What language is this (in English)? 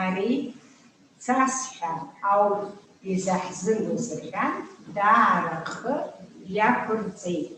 Abkhazian